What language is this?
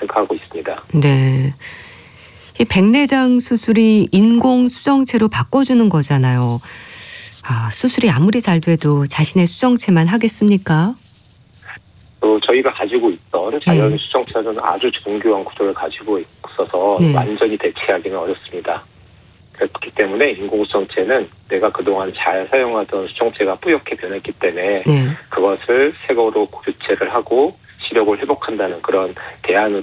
Korean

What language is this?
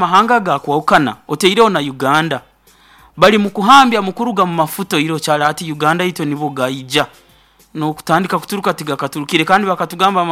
Nyoro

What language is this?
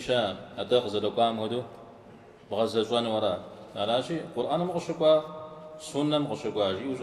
Kabardian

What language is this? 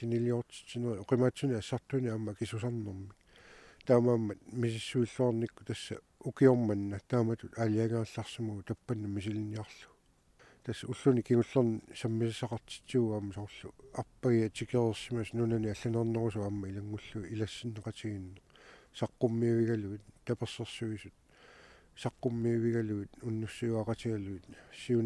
Kalaallisut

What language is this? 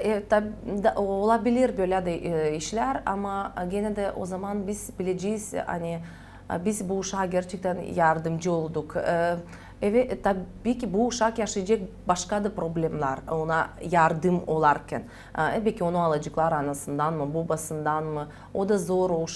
Gagauz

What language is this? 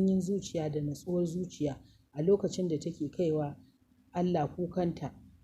Hausa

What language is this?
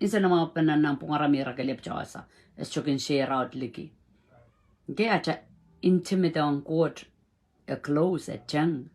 Pohnpeian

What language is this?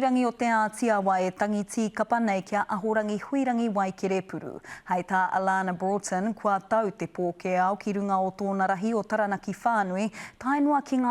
Māori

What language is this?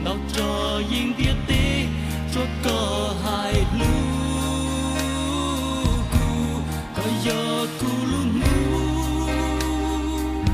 Hmong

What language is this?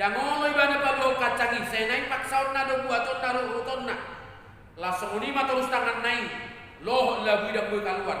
Batak Toba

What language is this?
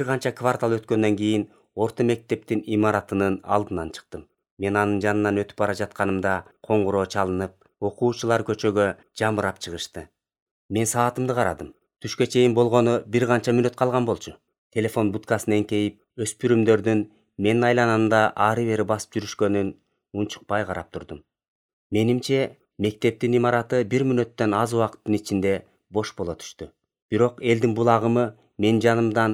Kyrgyz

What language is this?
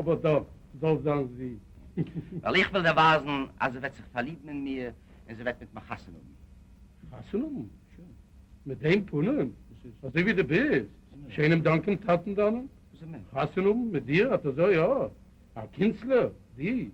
Yiddish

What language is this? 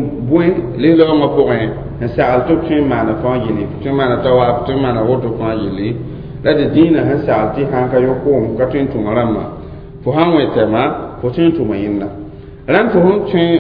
Mossi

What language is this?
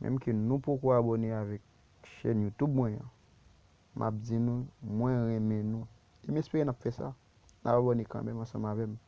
Haitian Creole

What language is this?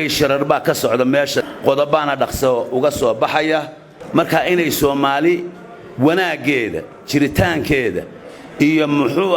Somali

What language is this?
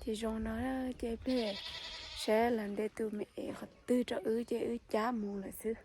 Hmong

